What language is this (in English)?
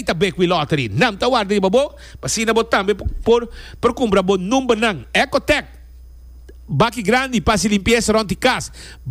Papiamento